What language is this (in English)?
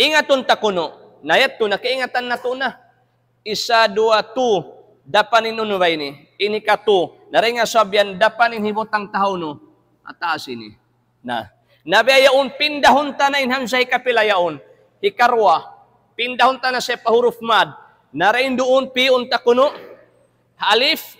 Tausug